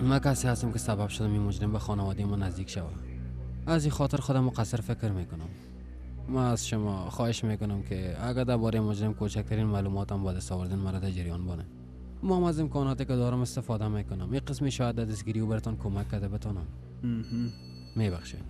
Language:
Persian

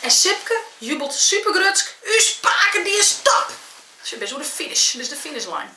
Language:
Western Frisian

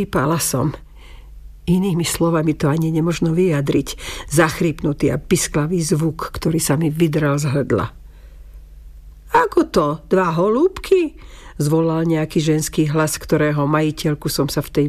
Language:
Slovak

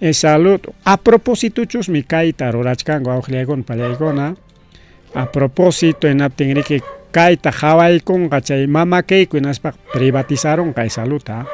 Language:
Ayacucho Quechua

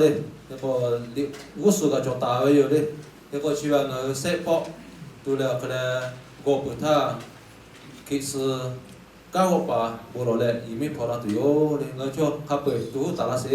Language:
Lahu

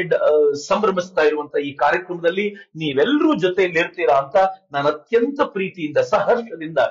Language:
Kannada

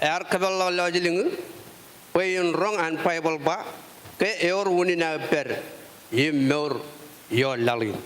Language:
Marshallese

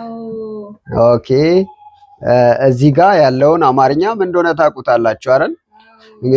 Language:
Amharic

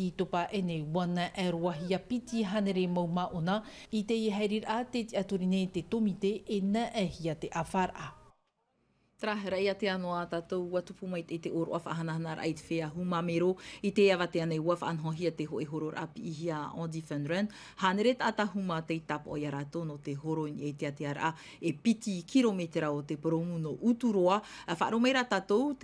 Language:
Tahitian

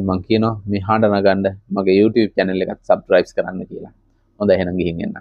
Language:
Sinhala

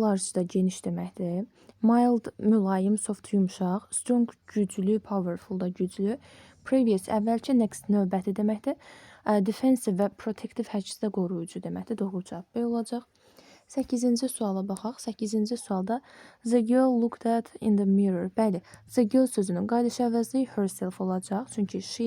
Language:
Azerbaijani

